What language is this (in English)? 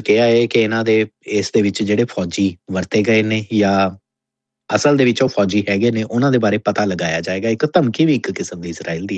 Punjabi